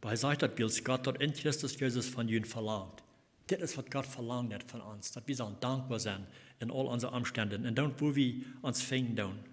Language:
Plautdietsch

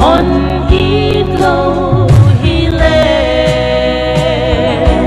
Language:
Paite Chin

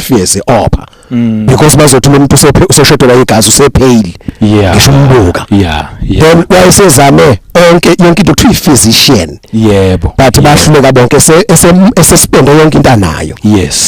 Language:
Zulu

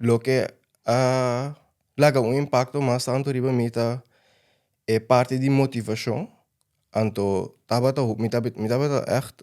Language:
Papiamento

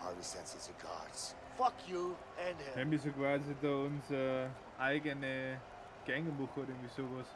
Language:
Bavarian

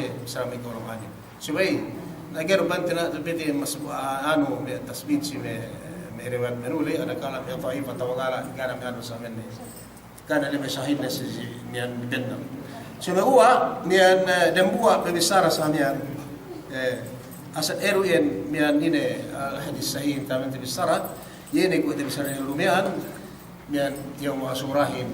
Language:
Yakan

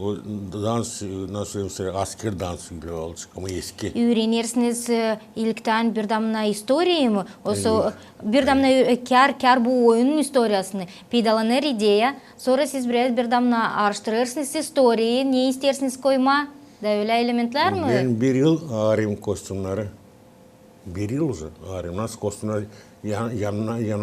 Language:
Gagauz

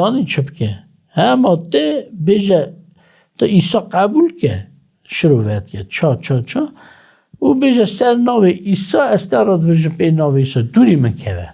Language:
Kurdish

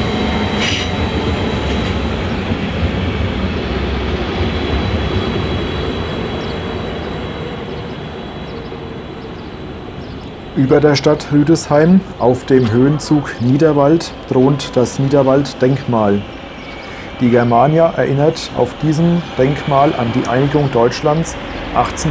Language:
German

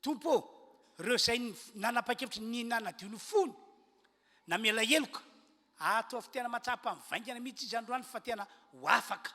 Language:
Malagasy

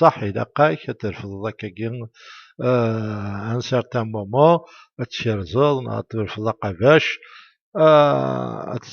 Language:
Kabyle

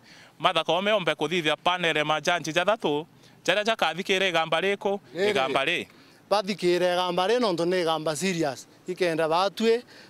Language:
Meru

